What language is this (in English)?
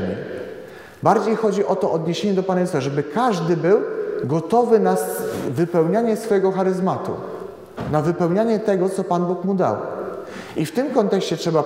Polish